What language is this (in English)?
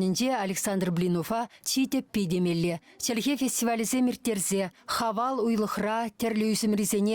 Chuvash